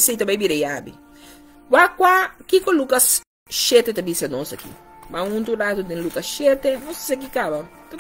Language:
Papiamento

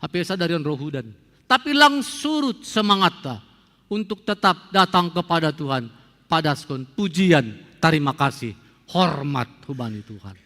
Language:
Batak Simalungun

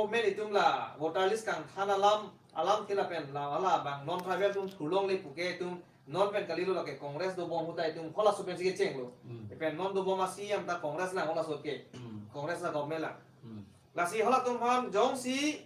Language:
Karbi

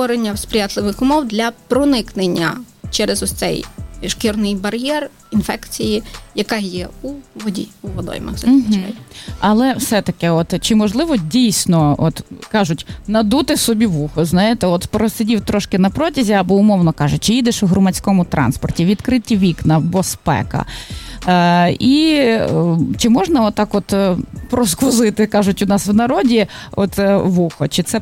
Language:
Ukrainian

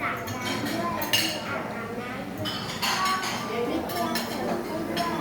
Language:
Lao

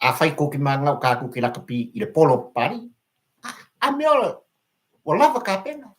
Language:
Samoan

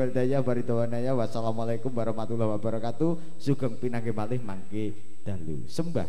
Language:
Javanese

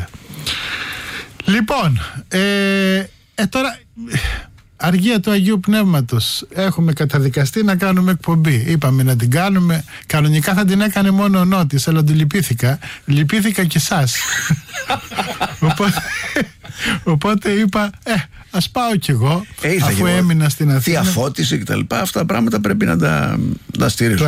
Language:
Greek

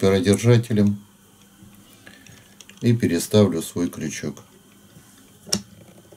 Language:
Russian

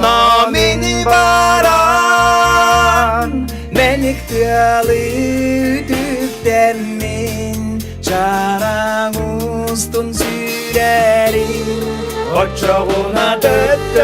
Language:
Yakut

